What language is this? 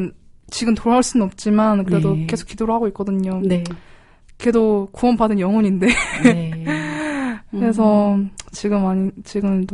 Korean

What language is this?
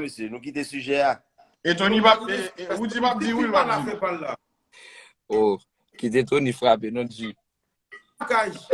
Haitian Creole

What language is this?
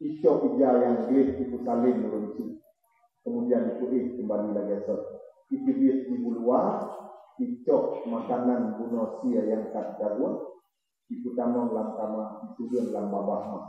Achinese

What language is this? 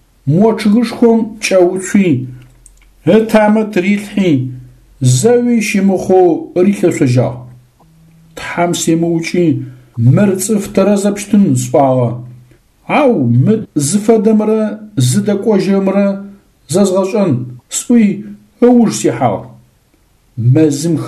Adyghe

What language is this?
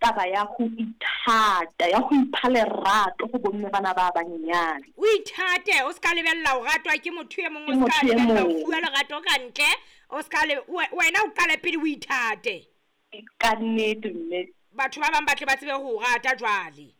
Southern Sotho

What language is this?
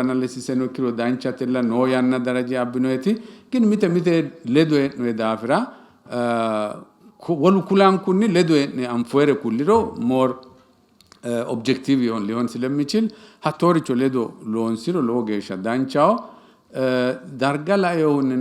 Sidamo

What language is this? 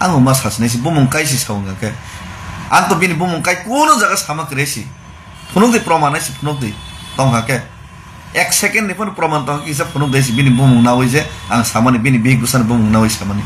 Kok Borok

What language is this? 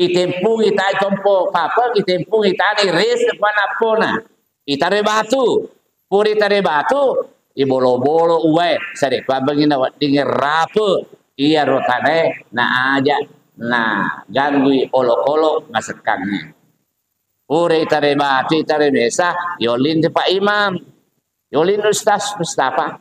Buginese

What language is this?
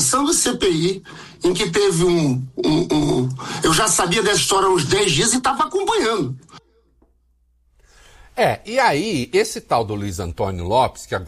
Portuguese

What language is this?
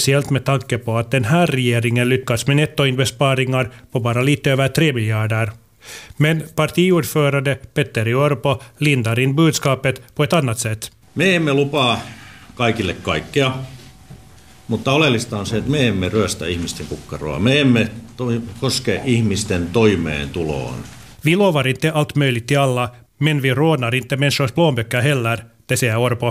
Swedish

